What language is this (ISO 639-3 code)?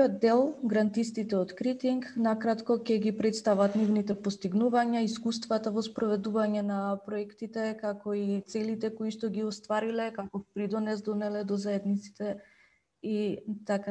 mkd